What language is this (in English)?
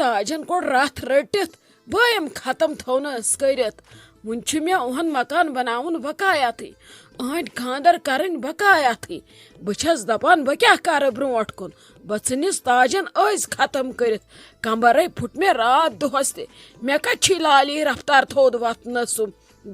Kashmiri